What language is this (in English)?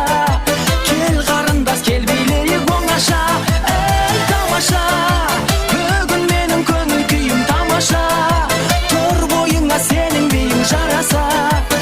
Kara-Kalpak